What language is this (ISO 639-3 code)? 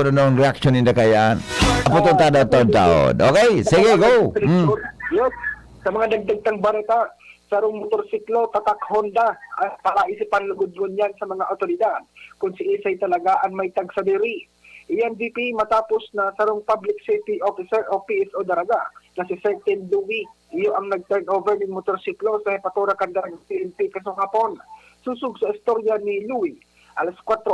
bik